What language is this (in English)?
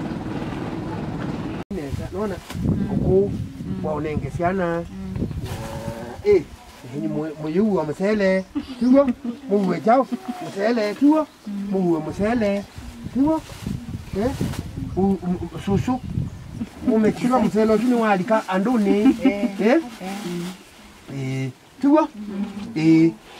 Swahili